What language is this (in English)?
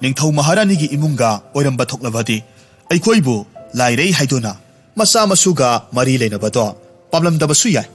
Manipuri